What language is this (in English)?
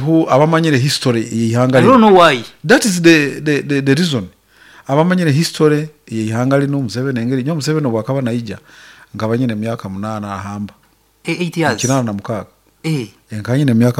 Nyankole